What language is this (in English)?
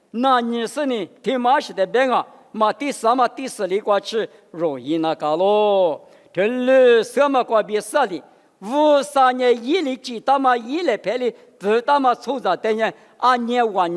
Lisu